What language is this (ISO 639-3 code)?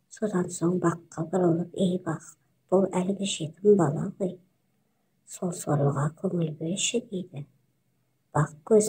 kaz